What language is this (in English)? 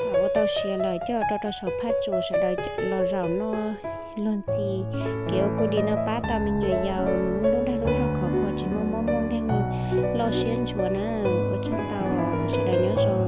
Hmong